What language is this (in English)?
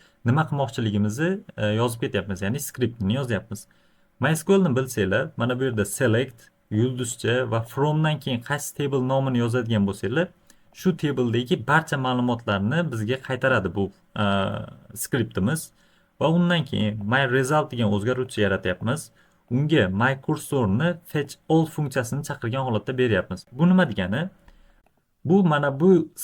Uzbek